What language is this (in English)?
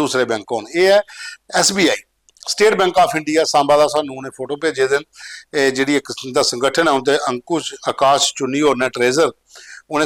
Dogri